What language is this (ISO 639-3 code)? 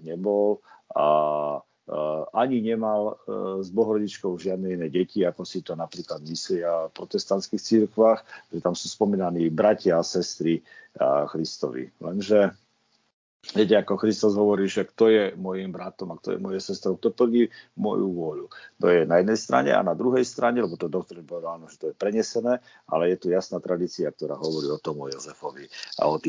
slk